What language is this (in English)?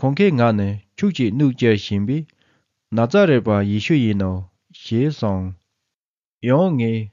Tibetan